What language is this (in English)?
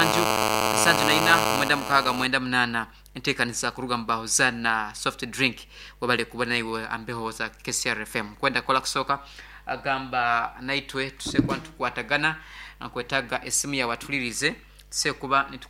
Nyankole